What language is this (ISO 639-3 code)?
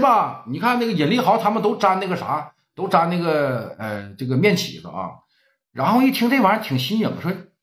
zho